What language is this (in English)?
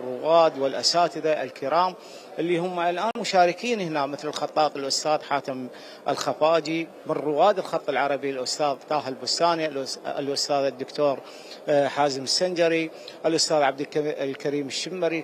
Mesopotamian Arabic